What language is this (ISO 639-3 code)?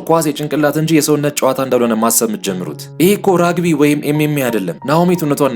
amh